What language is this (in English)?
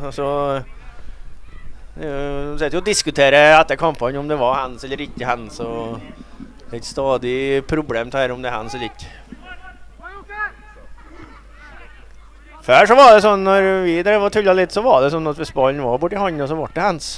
Norwegian